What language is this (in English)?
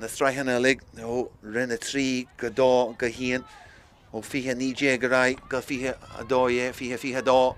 Irish